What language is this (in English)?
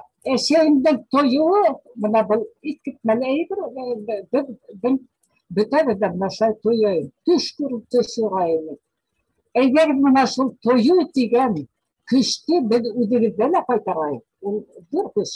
Bashkir